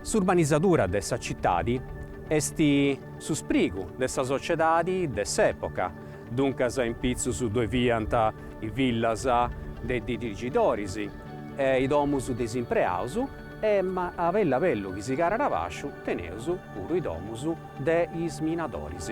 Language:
Sardinian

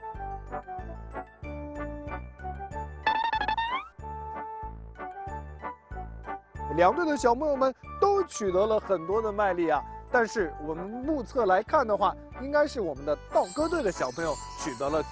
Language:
Chinese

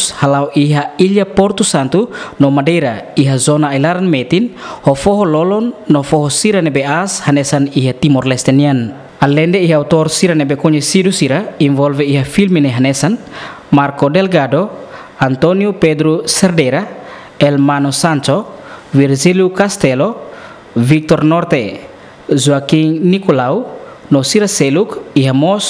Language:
Tetum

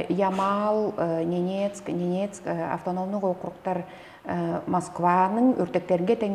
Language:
Tuvinian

